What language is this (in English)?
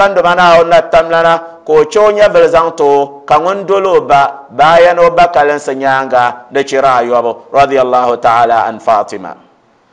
Dagbani